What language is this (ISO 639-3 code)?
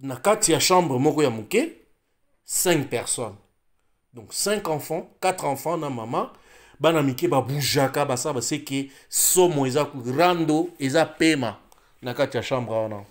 lin